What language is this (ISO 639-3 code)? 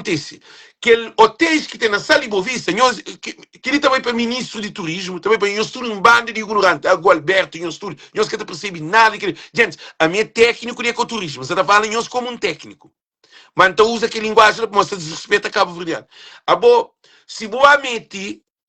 kea